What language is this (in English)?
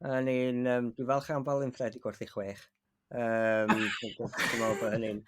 Welsh